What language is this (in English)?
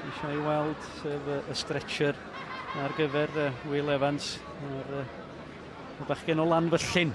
Welsh